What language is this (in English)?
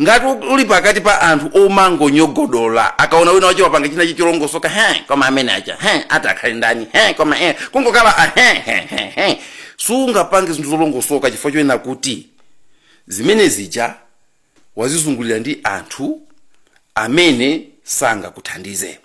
Nyanja